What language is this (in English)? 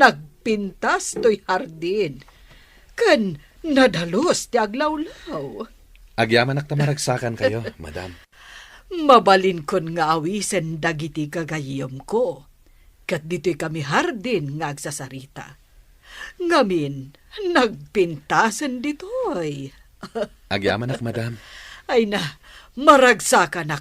Iloko